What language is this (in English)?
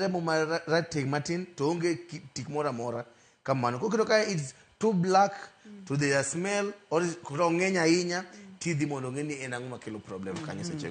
Luo (Kenya and Tanzania)